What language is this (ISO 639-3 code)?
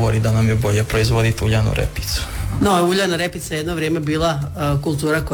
hrv